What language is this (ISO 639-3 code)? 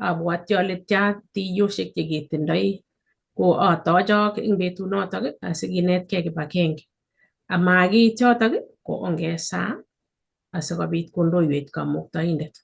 kln